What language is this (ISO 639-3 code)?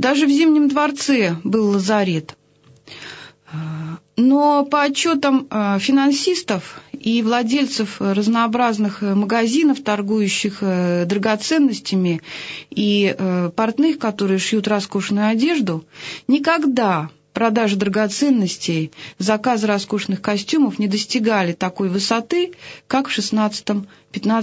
rus